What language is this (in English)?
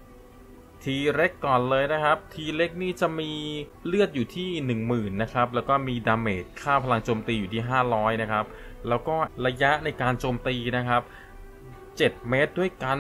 Thai